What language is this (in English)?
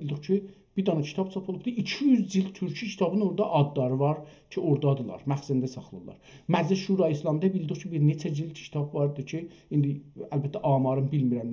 South Azerbaijani